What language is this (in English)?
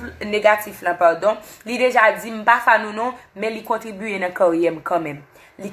Haitian Creole